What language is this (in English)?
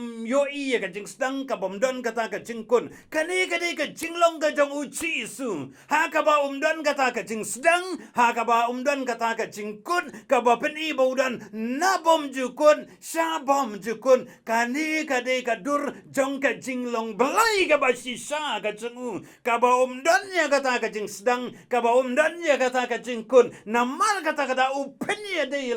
Khasi